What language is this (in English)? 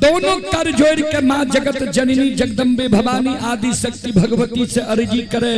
Maithili